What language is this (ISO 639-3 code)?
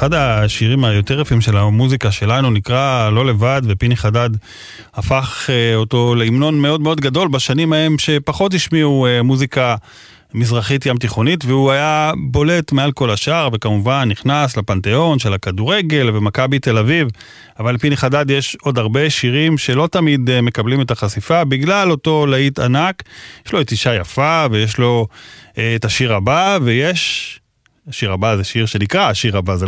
heb